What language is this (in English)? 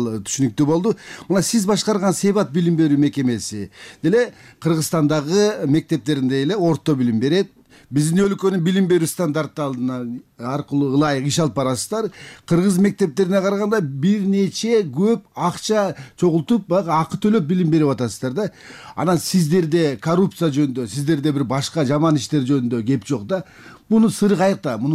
Kyrgyz